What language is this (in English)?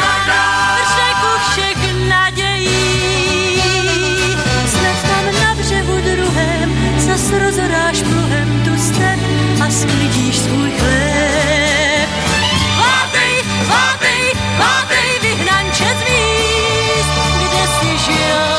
Czech